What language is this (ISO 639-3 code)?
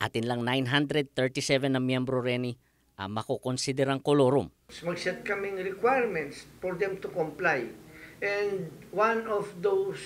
pam